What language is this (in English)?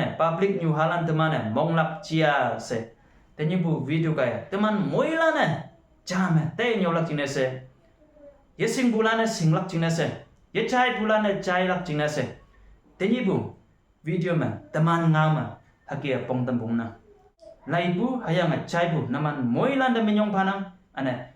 Konyak Naga